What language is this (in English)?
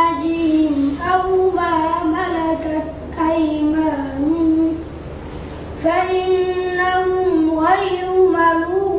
Fula